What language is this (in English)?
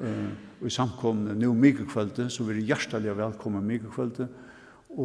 Faroese